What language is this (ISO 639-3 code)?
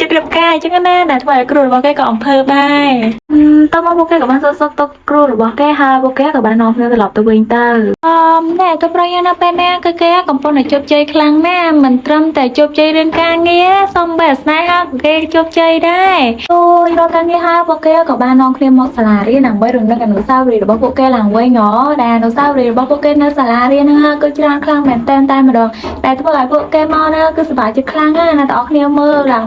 khm